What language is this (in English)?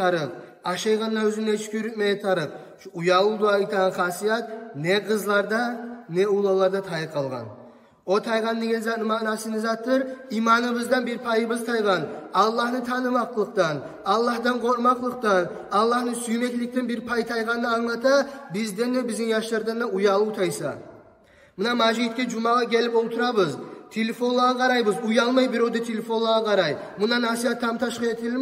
Kumyk